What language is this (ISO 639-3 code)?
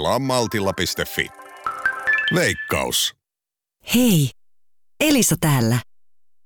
fin